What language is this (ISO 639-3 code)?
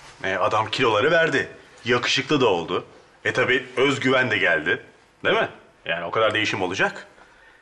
tur